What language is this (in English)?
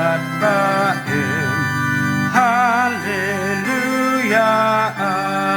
Khasi